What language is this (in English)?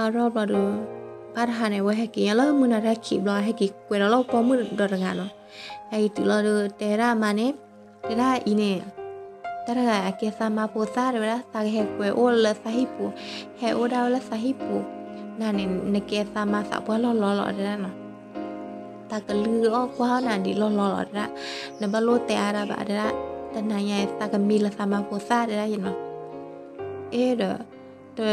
S'gaw Karen